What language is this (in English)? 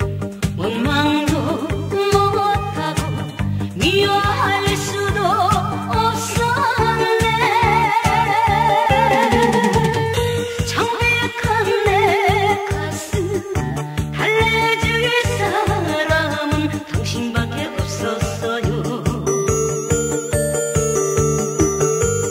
Korean